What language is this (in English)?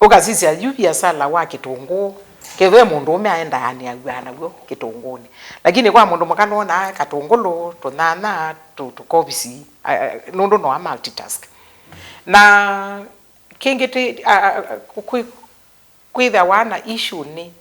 Kamba